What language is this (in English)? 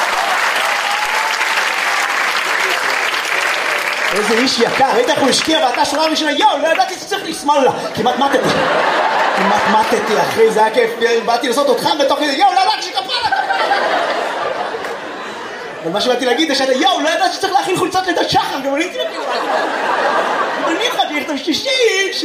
Hebrew